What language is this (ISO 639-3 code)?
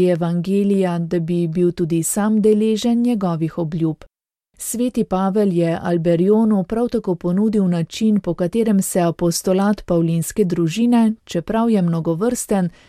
slv